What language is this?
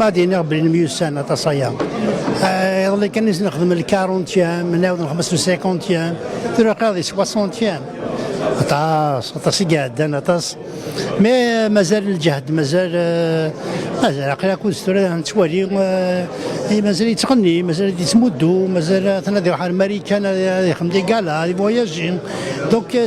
Kabyle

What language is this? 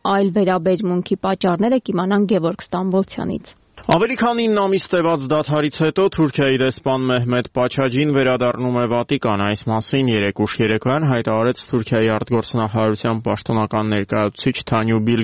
Armenian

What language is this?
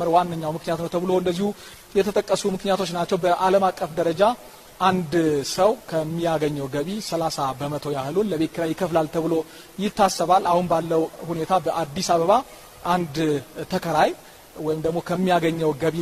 Amharic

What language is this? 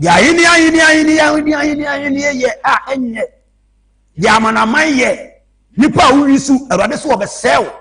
Akan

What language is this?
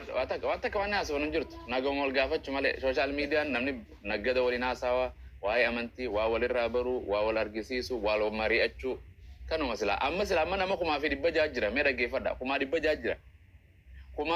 Oromo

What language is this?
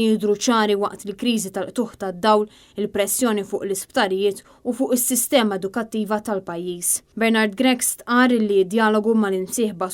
Maltese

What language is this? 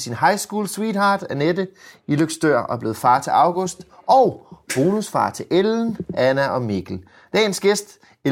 Danish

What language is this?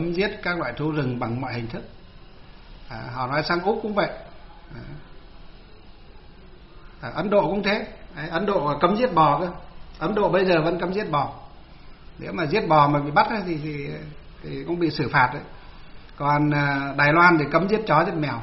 Vietnamese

